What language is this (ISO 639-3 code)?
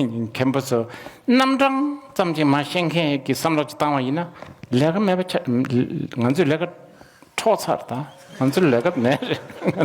bod